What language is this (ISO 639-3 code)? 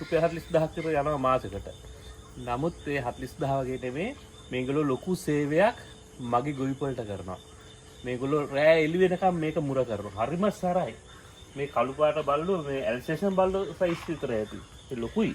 sin